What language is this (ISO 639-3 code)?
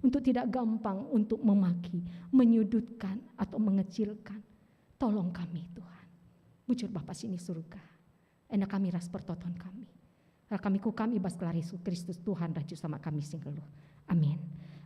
btx